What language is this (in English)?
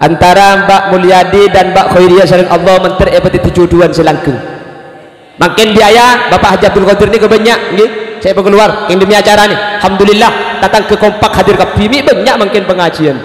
Madurese